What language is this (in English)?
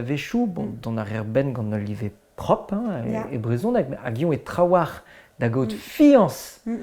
Breton